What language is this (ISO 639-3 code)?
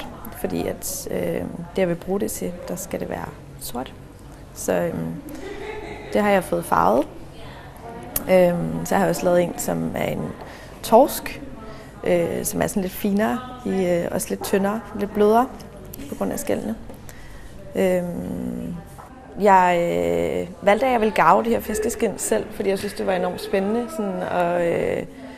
dan